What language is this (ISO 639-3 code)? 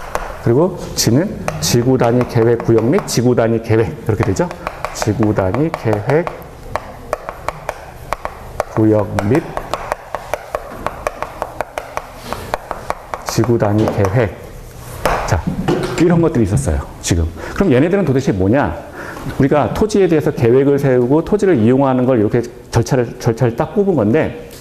kor